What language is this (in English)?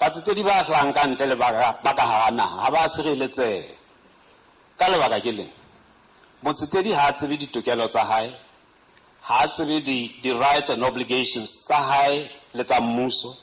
Southern Sotho